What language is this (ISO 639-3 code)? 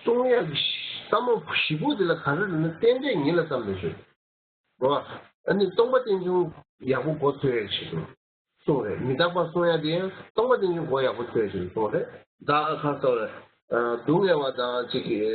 bod